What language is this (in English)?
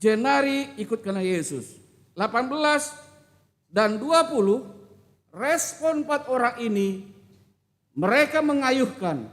Batak Karo